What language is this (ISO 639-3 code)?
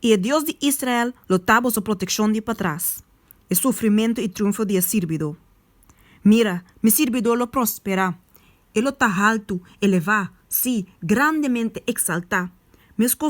pap